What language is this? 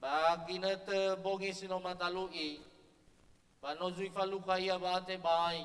Nias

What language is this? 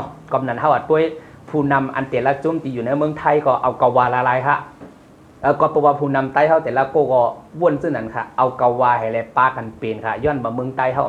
Shan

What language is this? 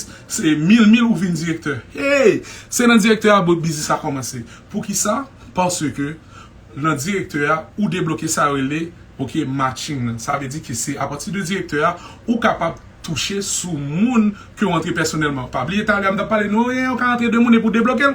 Haitian Creole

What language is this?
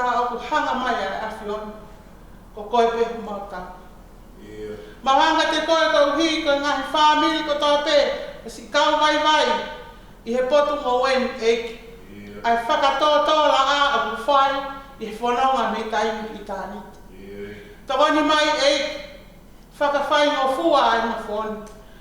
Tongan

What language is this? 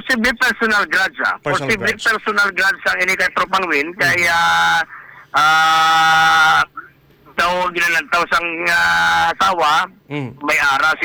Hiligaynon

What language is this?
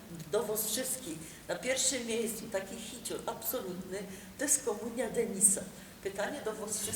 Silesian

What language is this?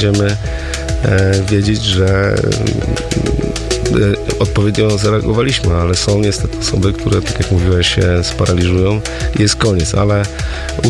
Polish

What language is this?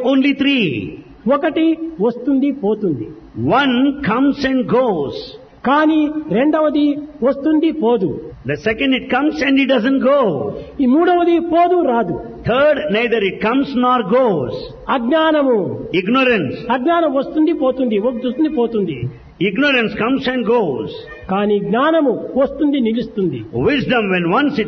Telugu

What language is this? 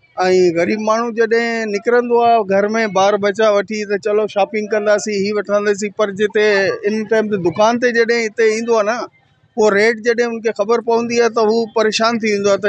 Sindhi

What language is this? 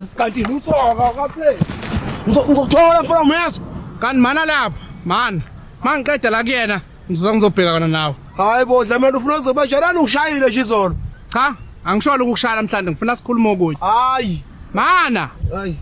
Zulu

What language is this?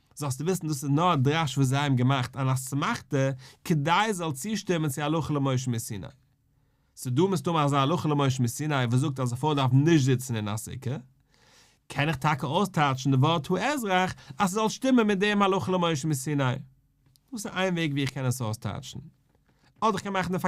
Yiddish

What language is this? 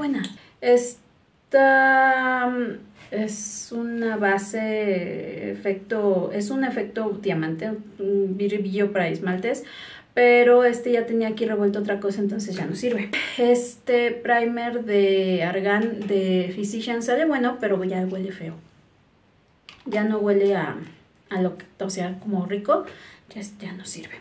Spanish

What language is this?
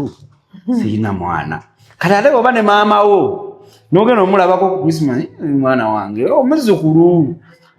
Ganda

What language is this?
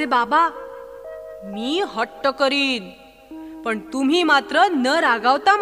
Marathi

